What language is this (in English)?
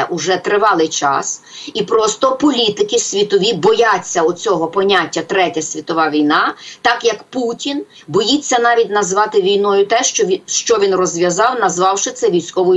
Ukrainian